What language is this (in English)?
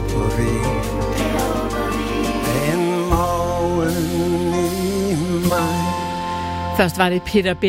Danish